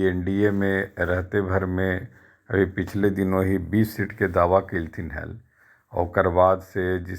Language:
Magahi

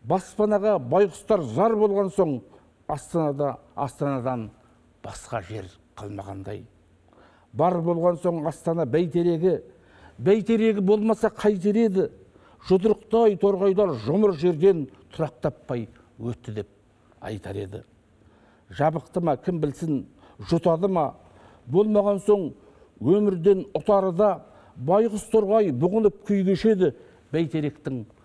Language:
Kazakh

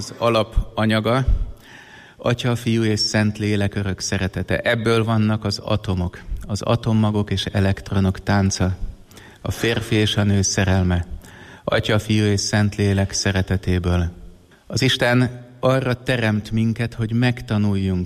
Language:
Hungarian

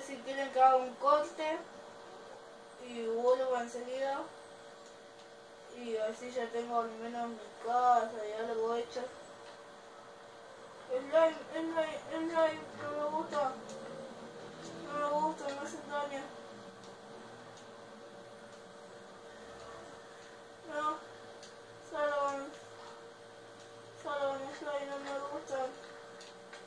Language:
Spanish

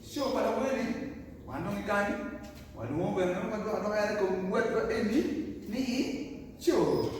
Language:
Acoli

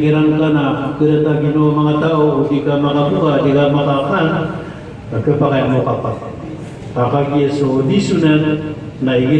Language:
Maranao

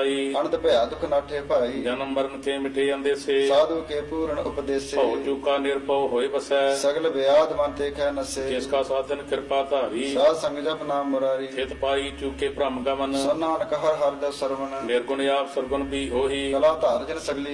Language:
Punjabi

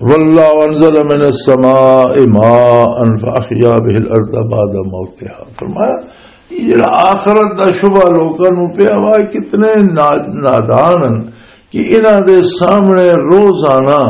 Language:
Western Panjabi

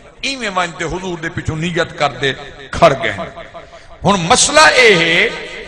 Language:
Saraiki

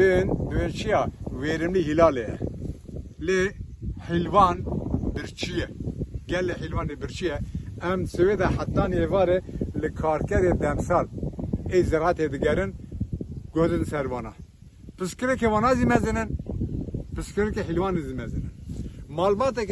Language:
Kurdish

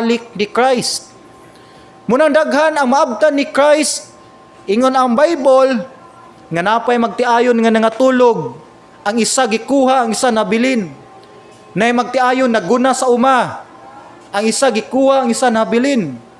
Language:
Cebuano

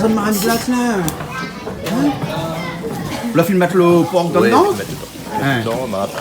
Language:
Réunion Creole French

